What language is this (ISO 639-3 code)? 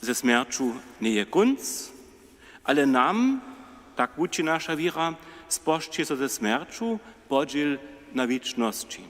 hsb